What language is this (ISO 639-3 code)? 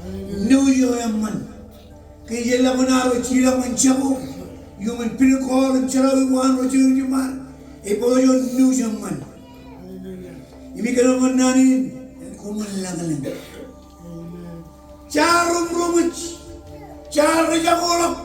mah